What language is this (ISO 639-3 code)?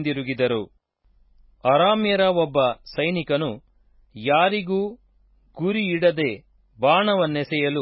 kan